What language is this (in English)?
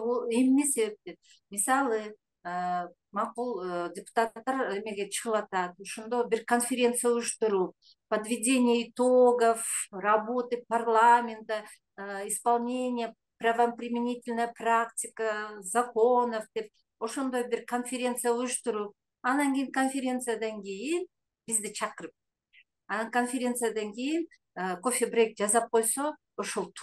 Kyrgyz